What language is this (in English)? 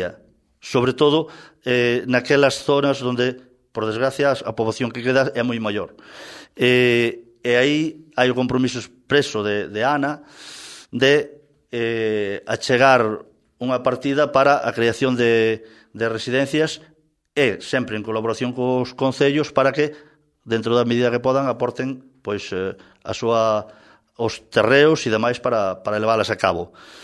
Galician